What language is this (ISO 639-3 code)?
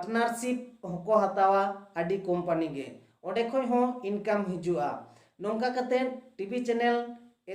sat